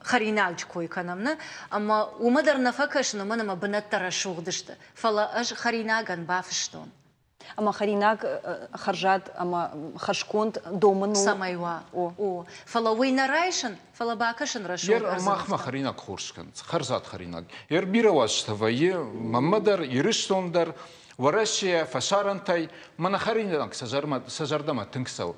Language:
Ossetic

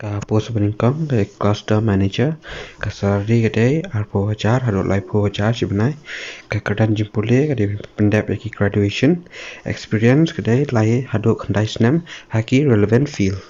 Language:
Khasi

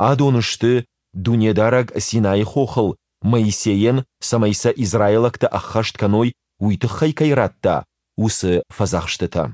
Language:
Ossetic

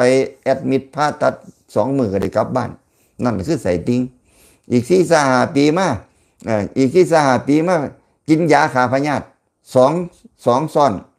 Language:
Lao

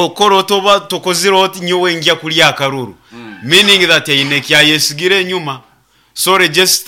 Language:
Nyoro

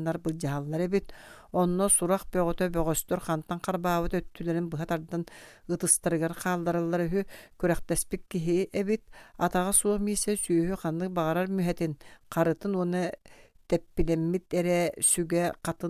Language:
Yakut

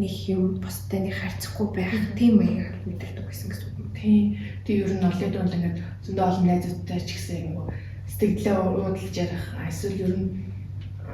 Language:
Mongolian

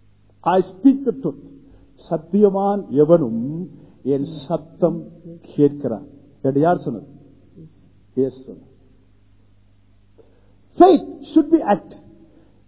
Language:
Tamil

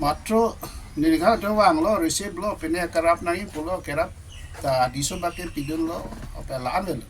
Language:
Karbi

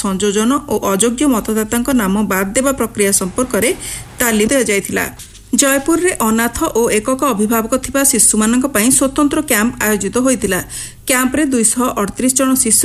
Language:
Odia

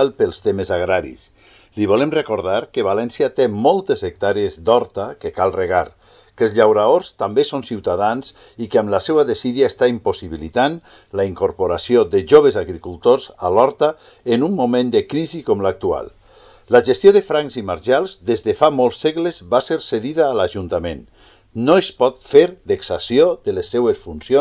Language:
Catalan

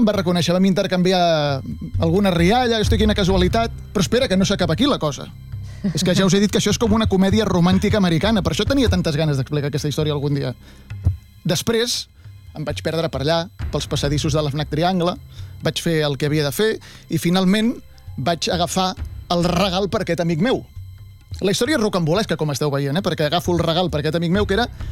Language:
Catalan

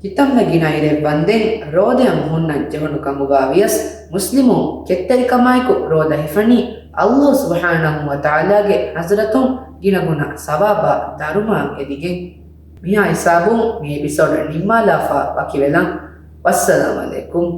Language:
Divehi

